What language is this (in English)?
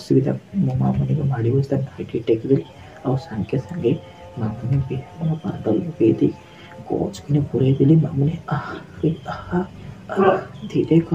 Odia